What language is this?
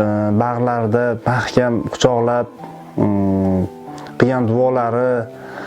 Uzbek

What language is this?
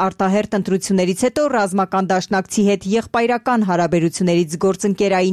Armenian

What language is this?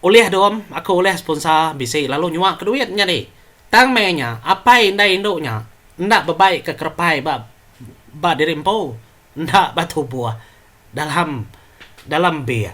Iban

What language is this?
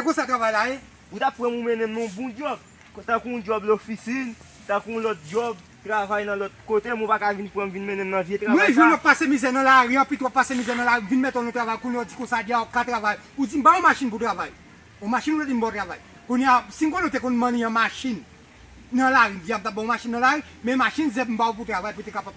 Haitian Creole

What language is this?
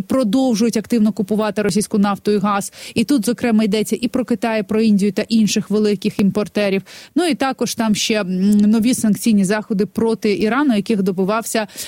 Ukrainian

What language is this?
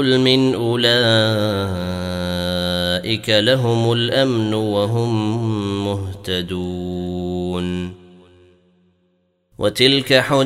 Arabic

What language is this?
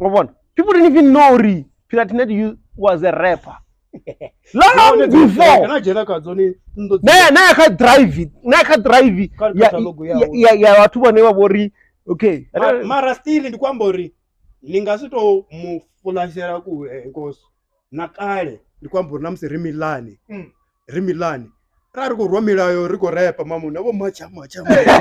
Venda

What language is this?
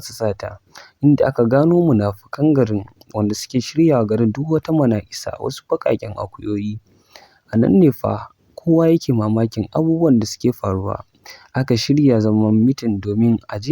Hausa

